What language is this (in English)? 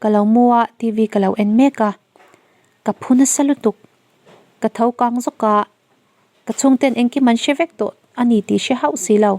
Mizo